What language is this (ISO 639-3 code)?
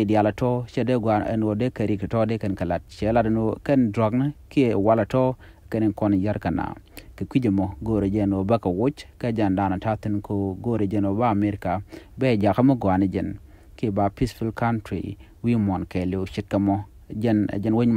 nus